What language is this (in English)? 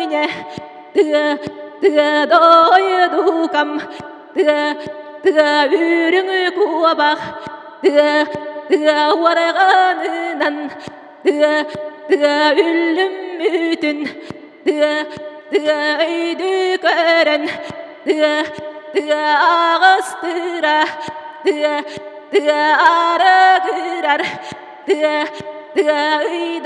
Yakut